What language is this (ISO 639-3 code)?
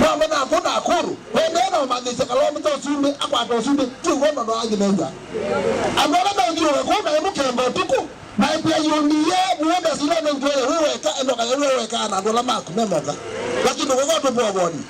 kam